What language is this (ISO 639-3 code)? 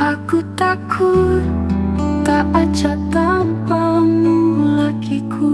mui